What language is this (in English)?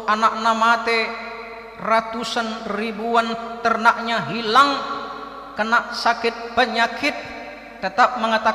Batak Karo